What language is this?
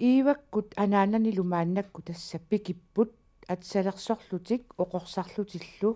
Kalaallisut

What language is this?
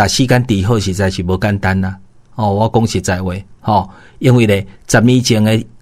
Min Nan Chinese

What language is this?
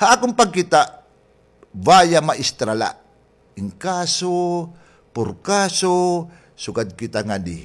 Waray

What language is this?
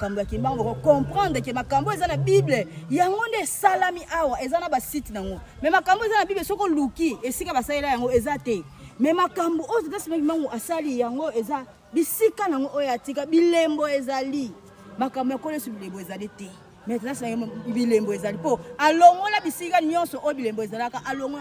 Lingala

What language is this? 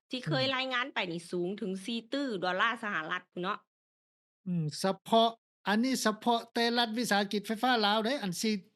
Lao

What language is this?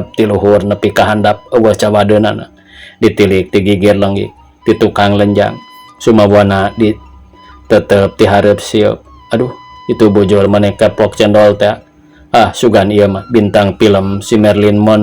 Sundanese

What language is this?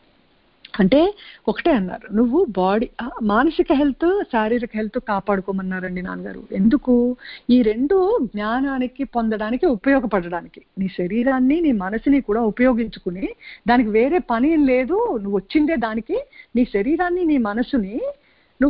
Telugu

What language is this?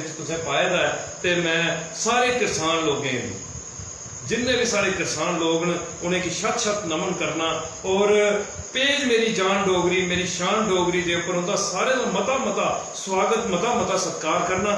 Dogri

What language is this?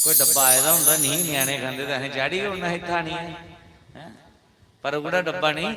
Dogri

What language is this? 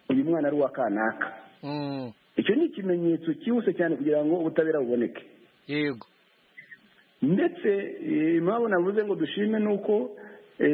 Kinyarwanda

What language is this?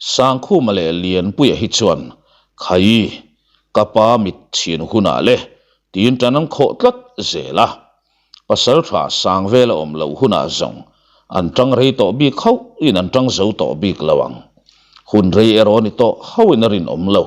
Mizo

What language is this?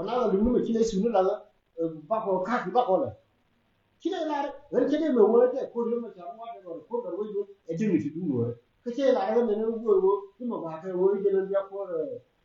Nuer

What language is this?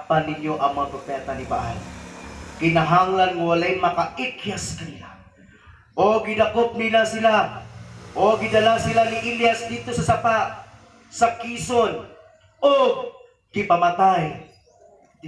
Cebuano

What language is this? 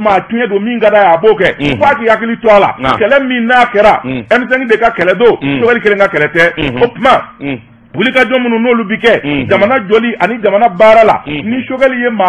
Bambara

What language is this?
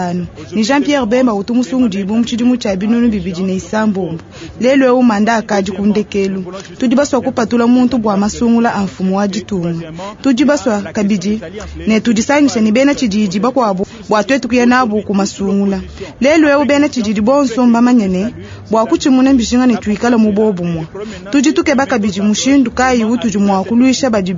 Luba-Lulua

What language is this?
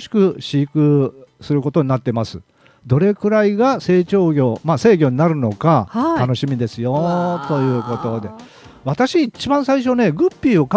Japanese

